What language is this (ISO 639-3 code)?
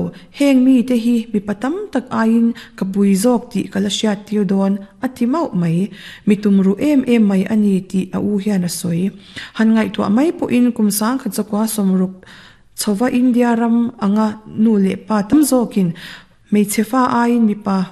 lus